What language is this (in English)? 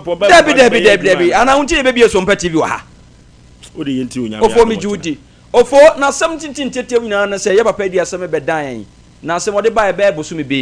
Akan